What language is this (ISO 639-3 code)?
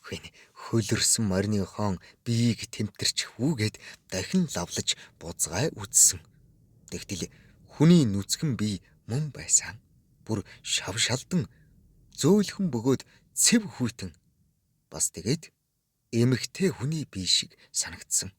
mon